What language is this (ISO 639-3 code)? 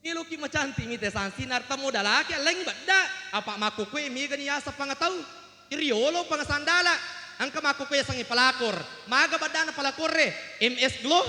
bug